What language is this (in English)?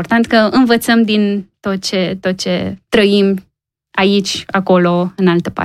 Romanian